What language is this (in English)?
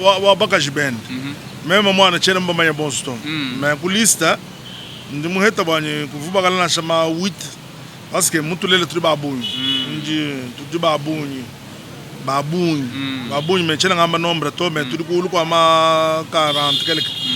Luba-Lulua